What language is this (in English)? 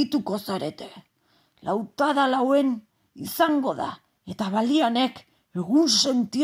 Basque